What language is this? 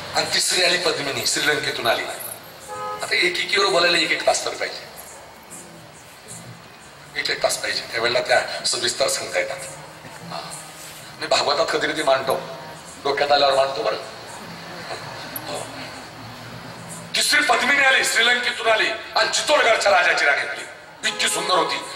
Marathi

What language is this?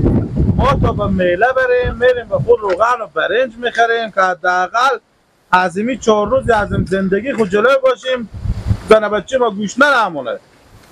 Hazaragi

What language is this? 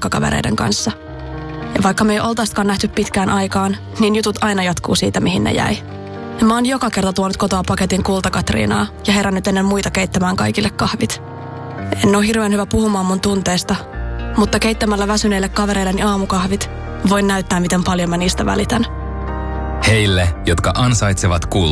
Finnish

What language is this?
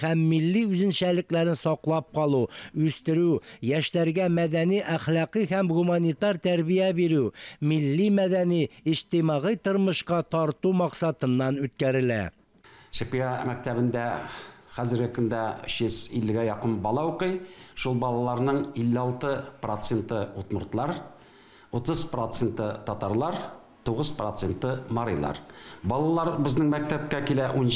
Tatar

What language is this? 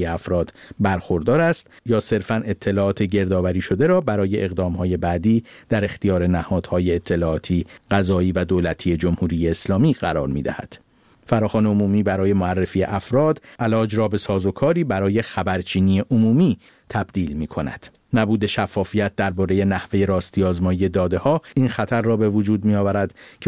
Persian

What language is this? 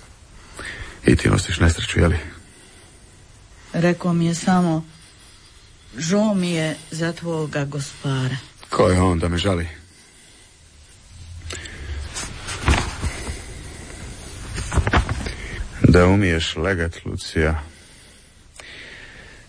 Croatian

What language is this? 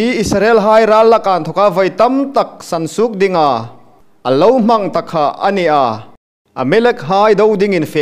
Hmar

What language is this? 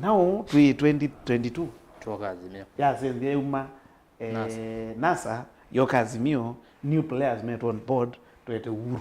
Kamba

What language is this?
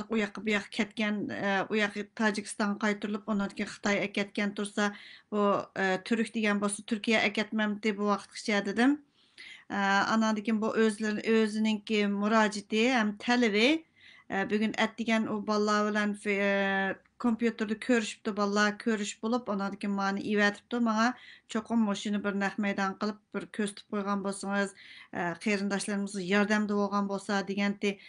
Uyghur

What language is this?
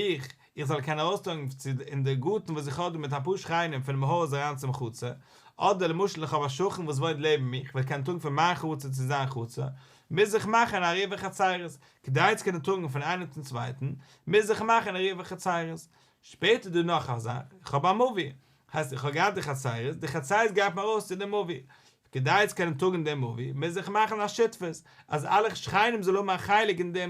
Yiddish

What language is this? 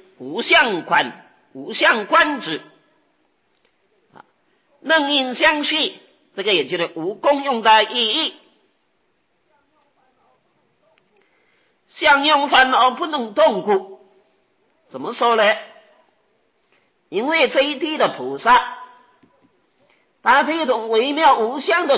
Chinese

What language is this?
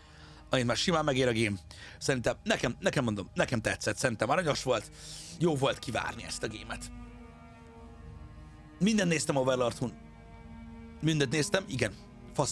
Hungarian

